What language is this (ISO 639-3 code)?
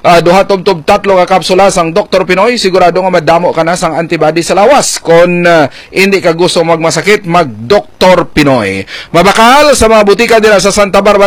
hil